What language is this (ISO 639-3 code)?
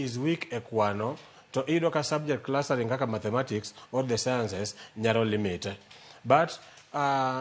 luo